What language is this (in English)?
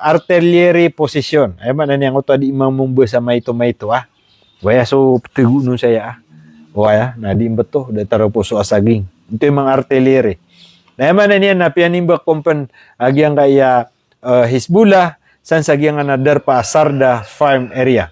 Maranao